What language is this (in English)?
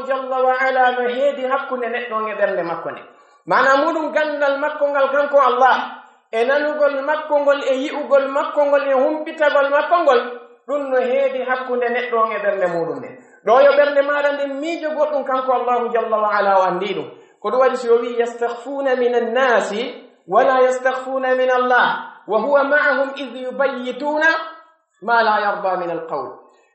Pular